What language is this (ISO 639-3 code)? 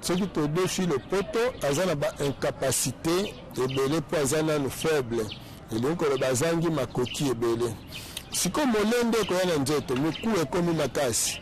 lin